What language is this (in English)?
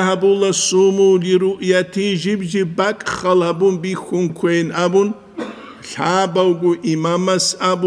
Avaric